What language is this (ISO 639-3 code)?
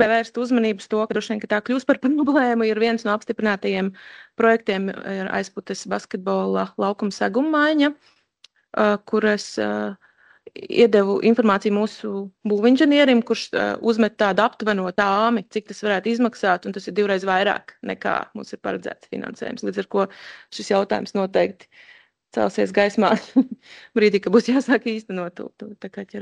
lav